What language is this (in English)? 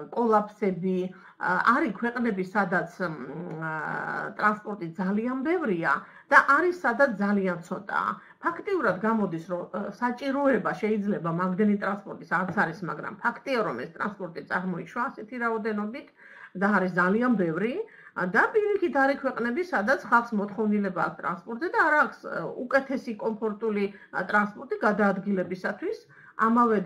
Georgian